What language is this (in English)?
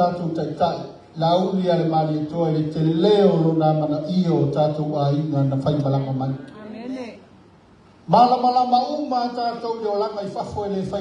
Samoan